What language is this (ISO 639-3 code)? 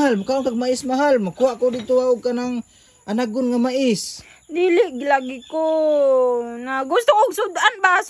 ceb